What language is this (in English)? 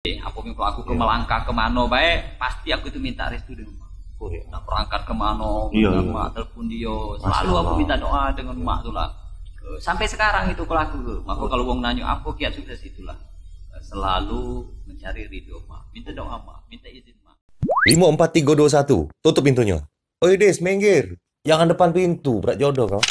Musi